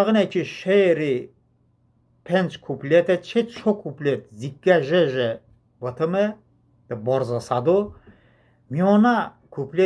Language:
Talysh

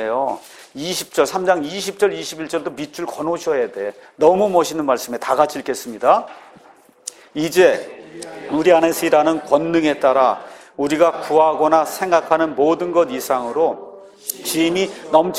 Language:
Korean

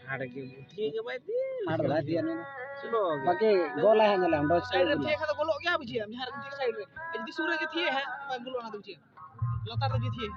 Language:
Santali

